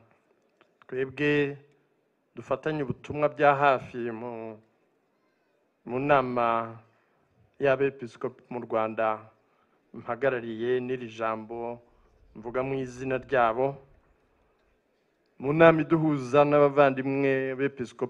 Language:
Kinyarwanda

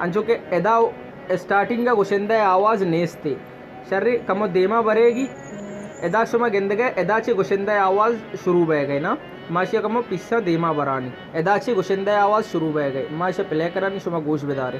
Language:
Baluchi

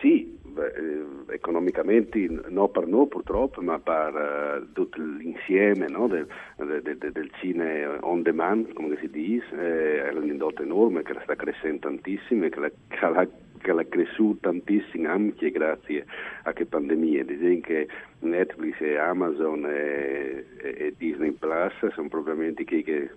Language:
Friulian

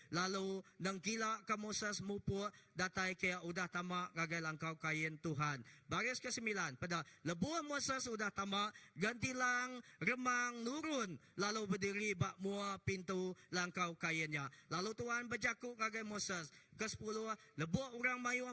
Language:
Iban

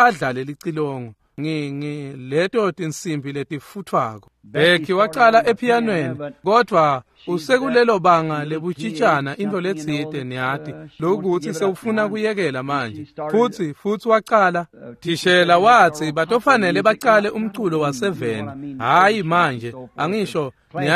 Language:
Swati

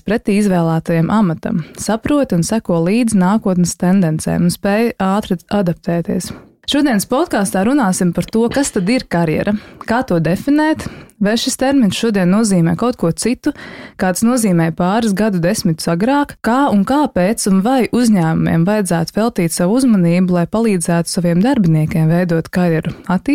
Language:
Latvian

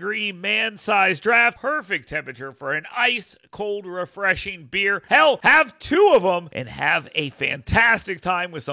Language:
English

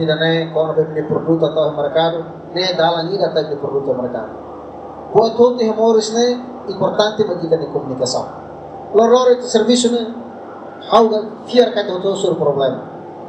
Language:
Tetum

